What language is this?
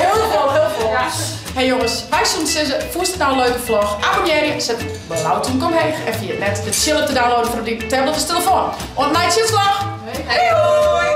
Western Frisian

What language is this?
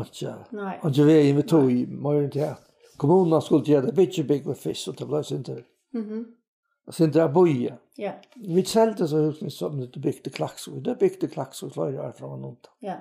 Faroese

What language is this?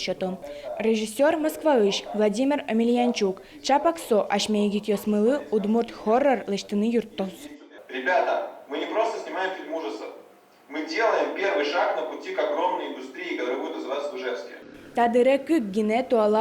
Udmurt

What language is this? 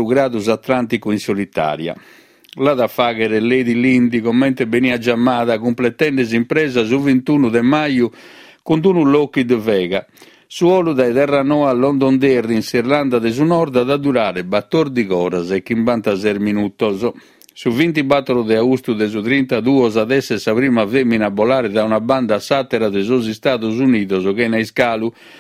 Sardinian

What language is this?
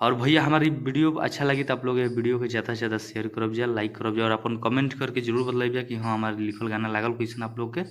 Bhojpuri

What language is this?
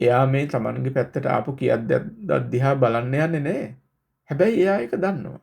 Sinhala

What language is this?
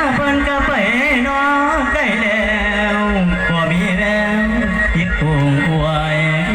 Lao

